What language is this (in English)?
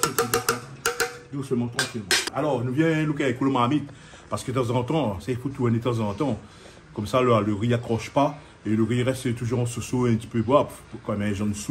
Réunion Creole French